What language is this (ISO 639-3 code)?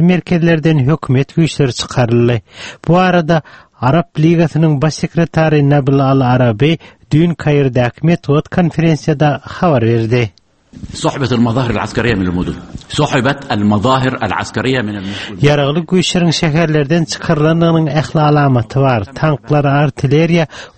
tuk